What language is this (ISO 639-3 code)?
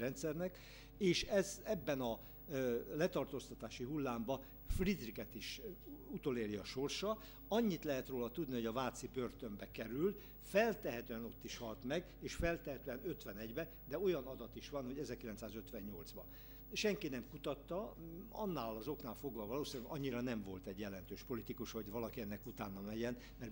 hun